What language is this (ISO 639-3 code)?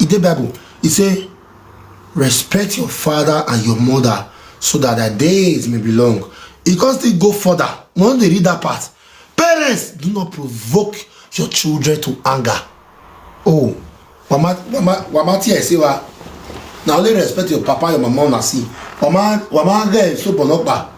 pcm